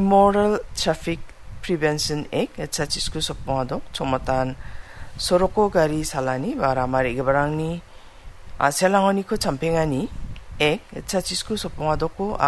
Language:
Garo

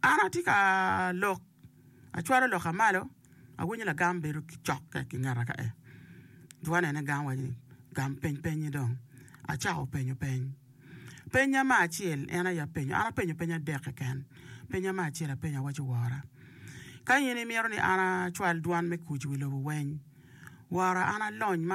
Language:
Acoli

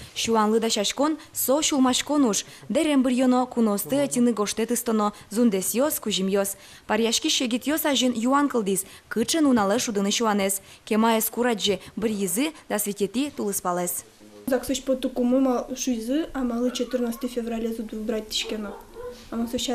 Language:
Udmurt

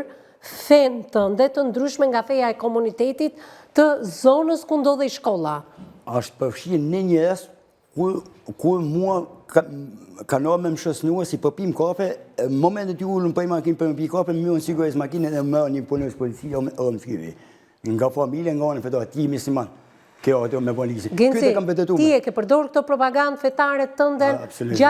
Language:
Albanian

